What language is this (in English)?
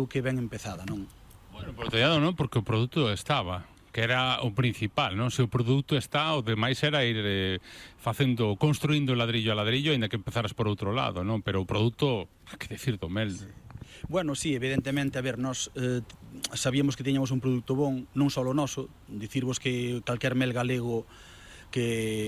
Galician